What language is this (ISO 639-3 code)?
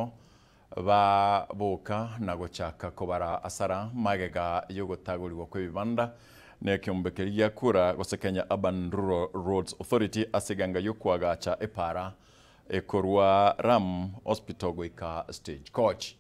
guz